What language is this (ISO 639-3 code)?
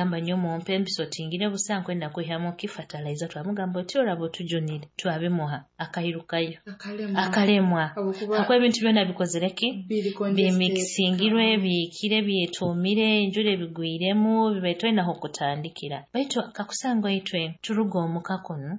nyo